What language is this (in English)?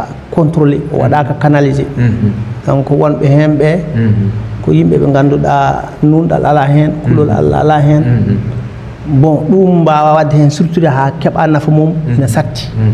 Fula